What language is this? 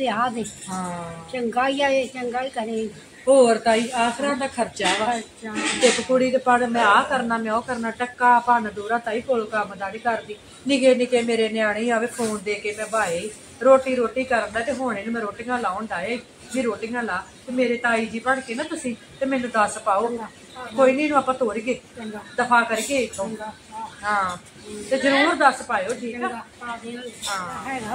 Punjabi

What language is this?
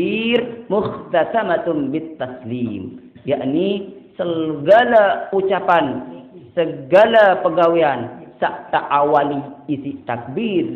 Sasak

